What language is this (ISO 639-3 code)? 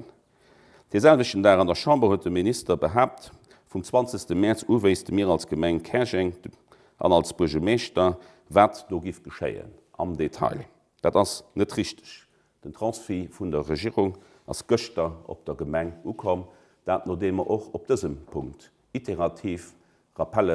ltz